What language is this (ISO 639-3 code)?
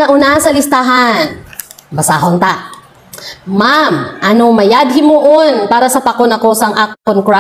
hil